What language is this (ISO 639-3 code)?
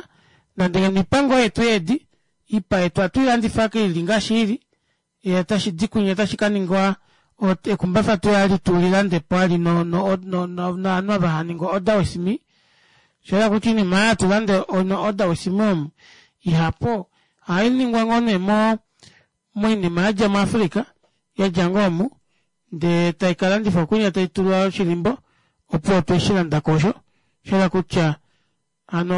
kua